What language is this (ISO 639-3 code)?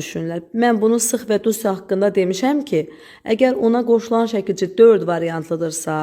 aze